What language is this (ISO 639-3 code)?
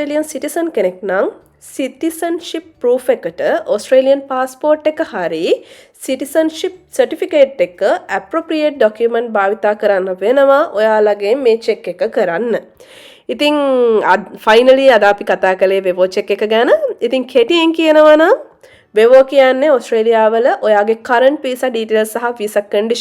sin